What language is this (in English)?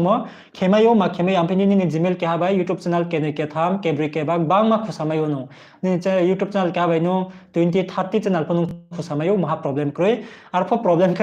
Riang (India)